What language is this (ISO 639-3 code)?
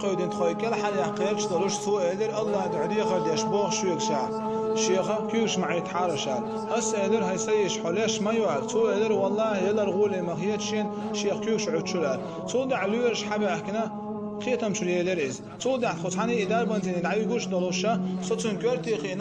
che